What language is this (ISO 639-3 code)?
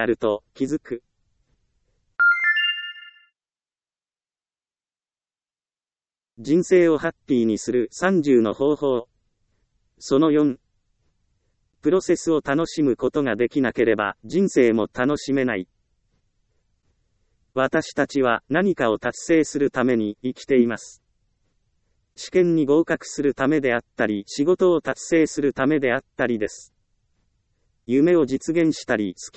jpn